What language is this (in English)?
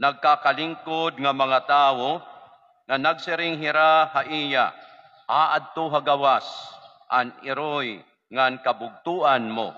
Waray